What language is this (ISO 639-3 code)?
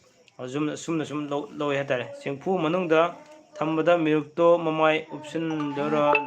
mni